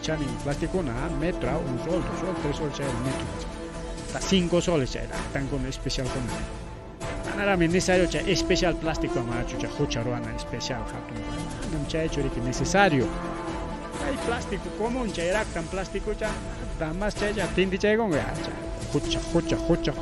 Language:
Ayacucho Quechua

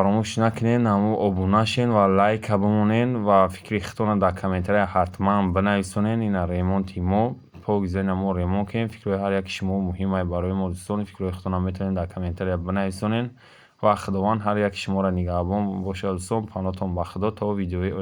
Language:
Tajik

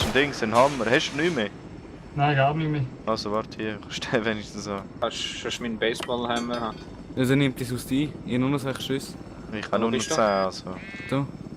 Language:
Swiss German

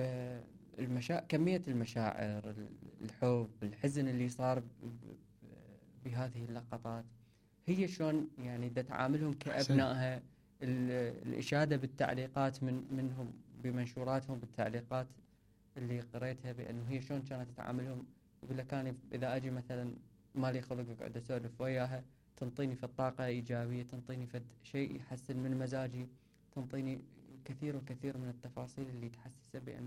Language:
Mesopotamian Arabic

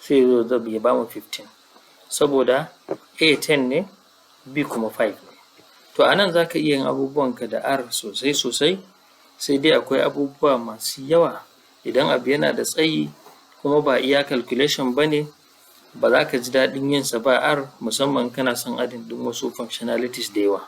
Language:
Hausa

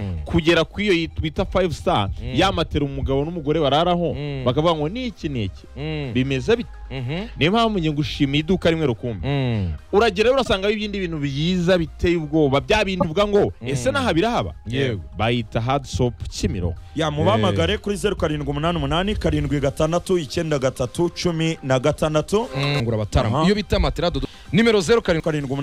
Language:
Kinyarwanda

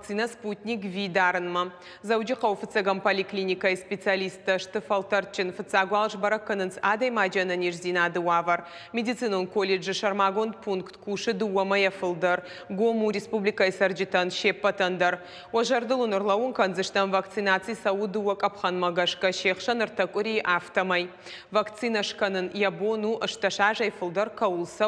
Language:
Ossetic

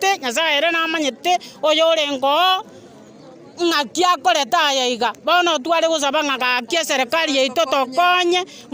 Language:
Gusii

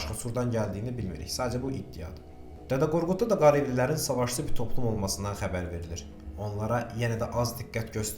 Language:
Azerbaijani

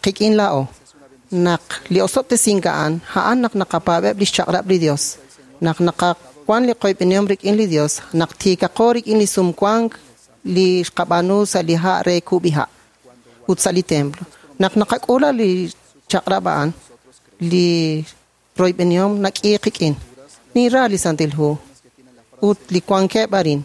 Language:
Kekchí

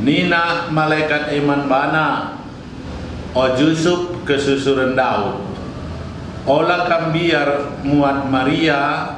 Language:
Batak Karo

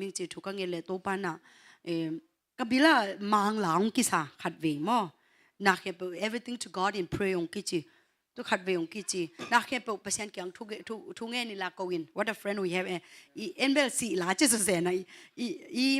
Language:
Tedim Chin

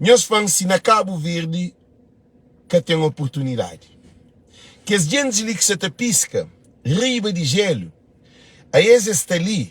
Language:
Kabuverdianu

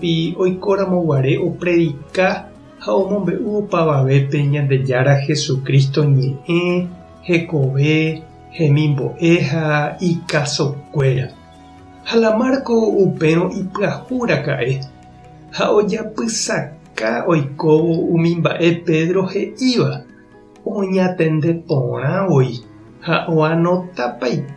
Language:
Guarani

